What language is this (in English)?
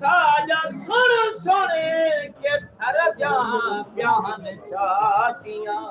Saraiki